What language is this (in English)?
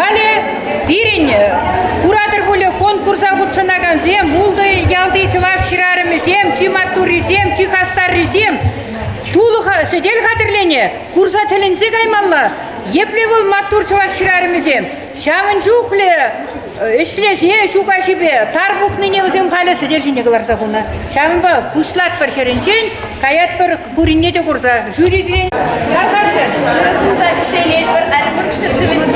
Chuvash